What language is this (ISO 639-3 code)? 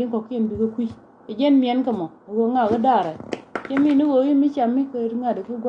nus